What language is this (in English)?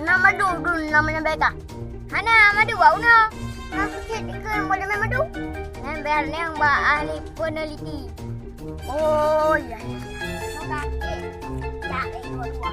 Achinese